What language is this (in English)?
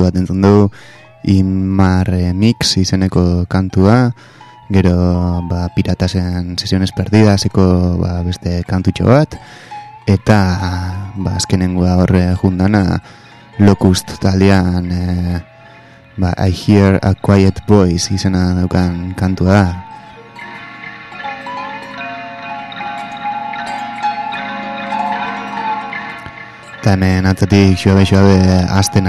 Basque